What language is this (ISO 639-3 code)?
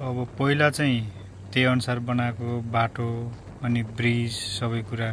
nep